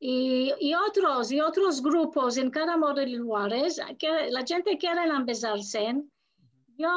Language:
Ladino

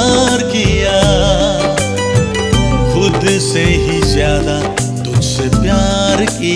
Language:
Hindi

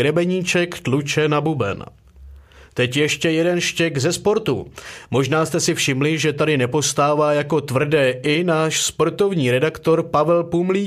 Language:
Czech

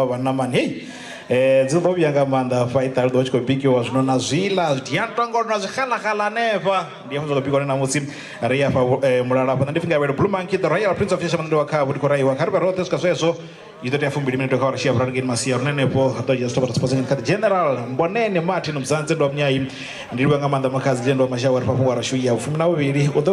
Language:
Venda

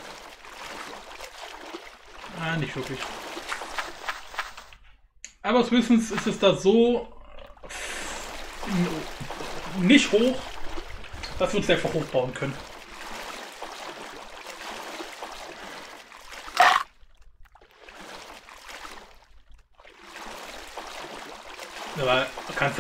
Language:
German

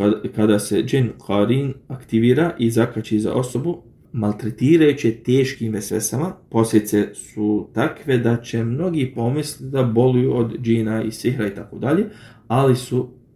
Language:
Bosnian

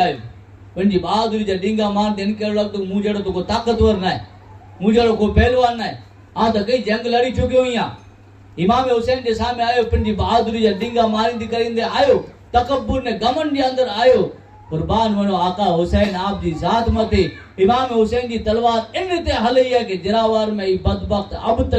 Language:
Kachhi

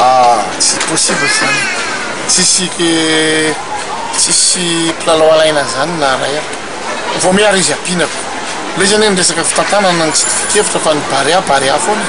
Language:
Malagasy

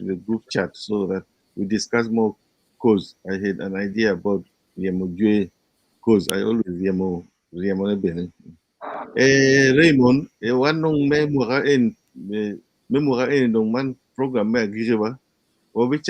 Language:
Acoli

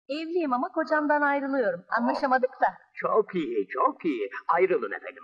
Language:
Turkish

